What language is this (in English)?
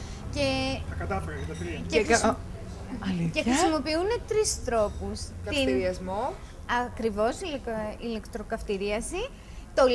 Greek